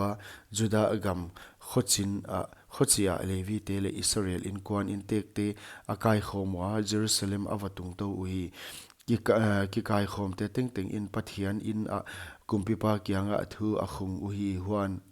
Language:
Paite Chin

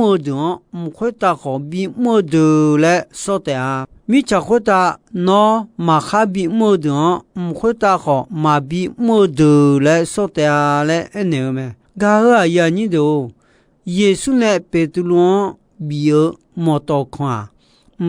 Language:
Akha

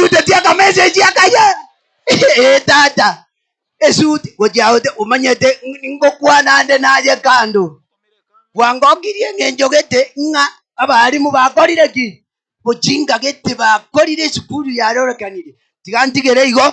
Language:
Gusii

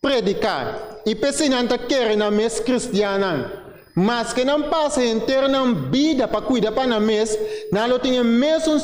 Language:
Papiamento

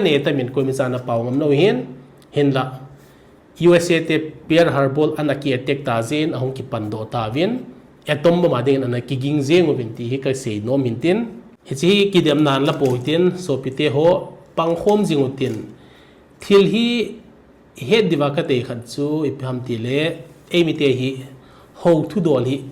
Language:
Thado Chin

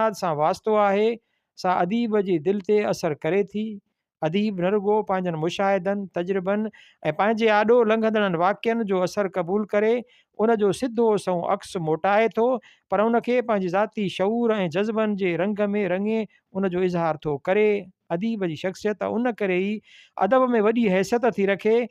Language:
Sindhi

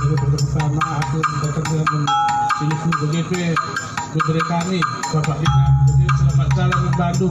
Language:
Batak Karo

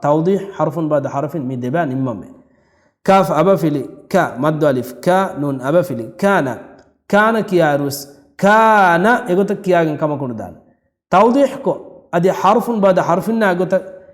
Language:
Divehi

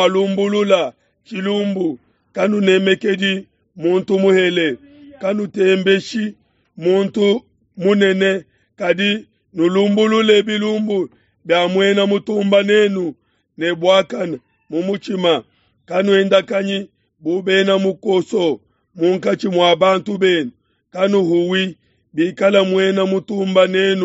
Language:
Luba-Lulua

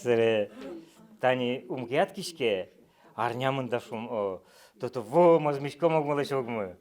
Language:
Udmurt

